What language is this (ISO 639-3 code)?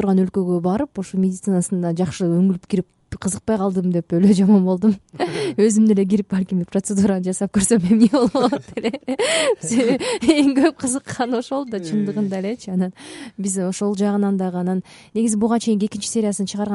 kir